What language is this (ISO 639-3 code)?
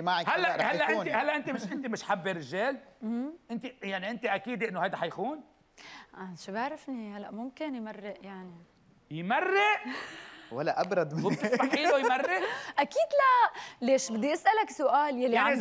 apc